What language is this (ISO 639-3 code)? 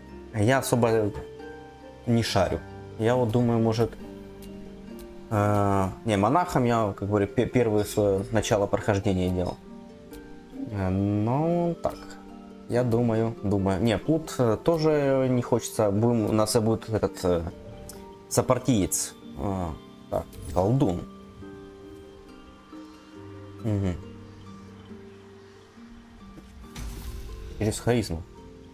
rus